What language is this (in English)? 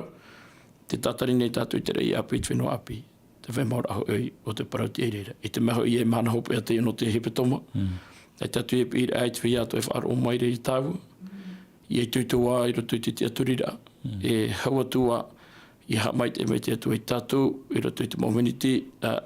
Tahitian